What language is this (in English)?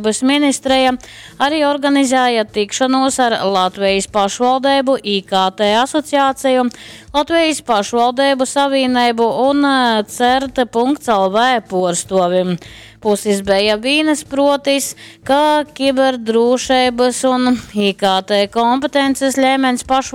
Latgalian